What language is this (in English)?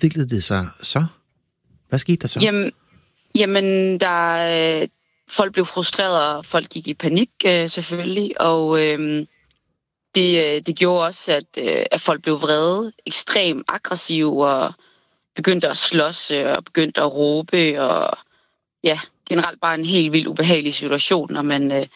Danish